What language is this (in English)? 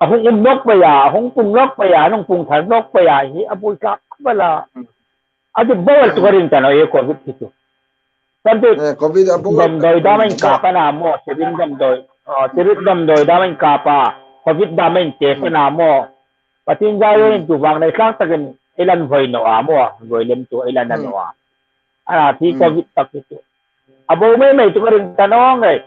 Hmar